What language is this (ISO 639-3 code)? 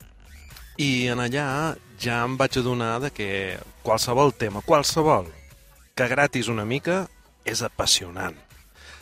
cat